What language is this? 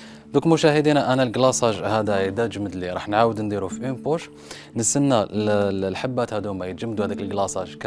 Algerian Arabic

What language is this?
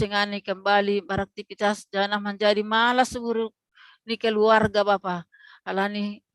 Batak Simalungun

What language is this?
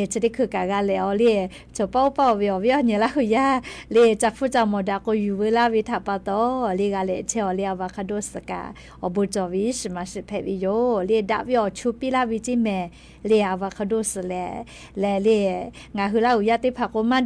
Lahu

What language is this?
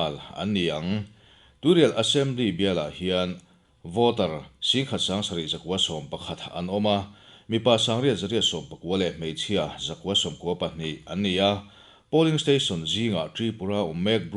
Mizo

